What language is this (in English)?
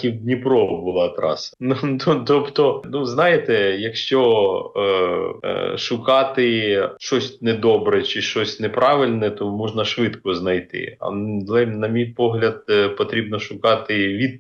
Ukrainian